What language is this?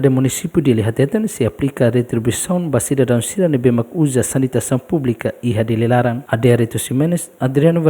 Tetum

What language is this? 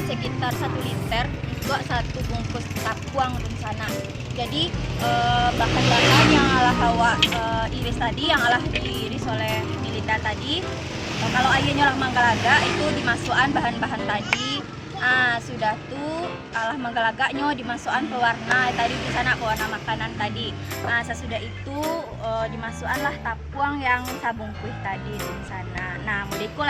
Minangkabau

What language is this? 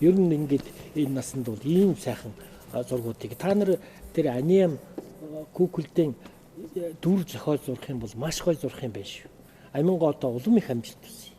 Mongolian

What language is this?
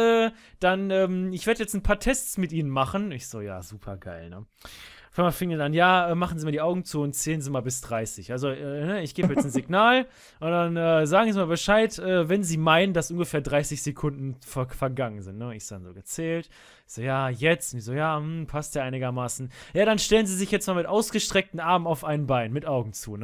German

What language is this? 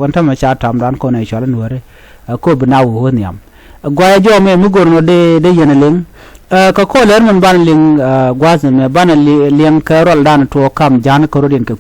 Nuer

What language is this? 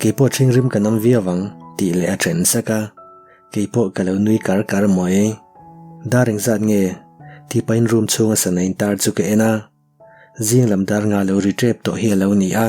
Mizo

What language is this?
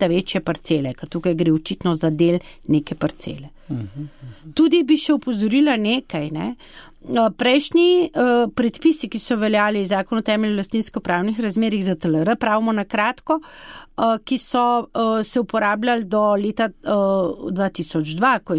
Slovenian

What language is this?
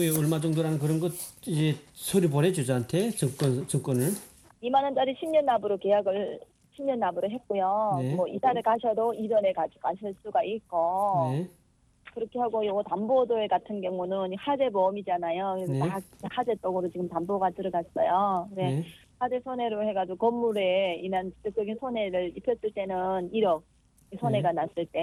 Korean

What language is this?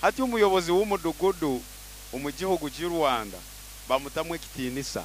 Nyoro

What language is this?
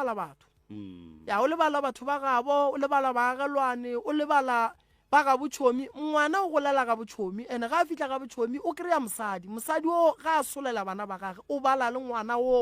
Northern Sotho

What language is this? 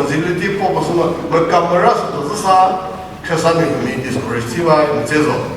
Chokri Naga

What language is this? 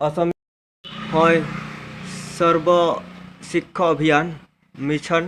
Santali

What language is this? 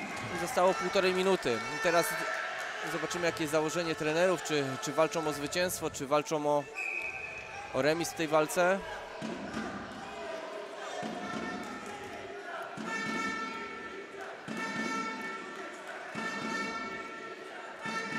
Polish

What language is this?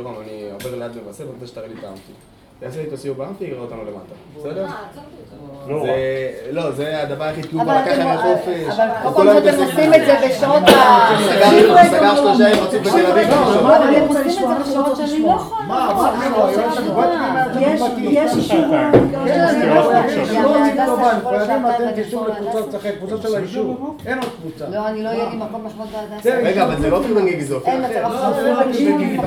Hebrew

